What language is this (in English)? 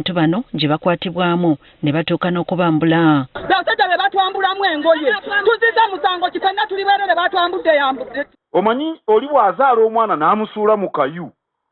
Ganda